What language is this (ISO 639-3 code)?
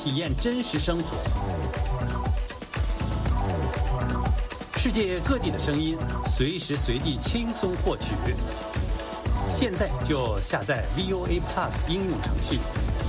zho